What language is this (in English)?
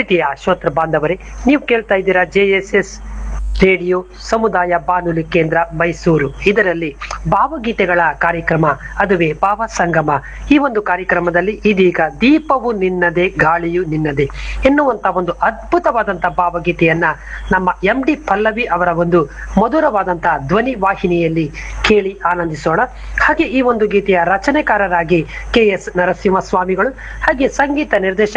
Kannada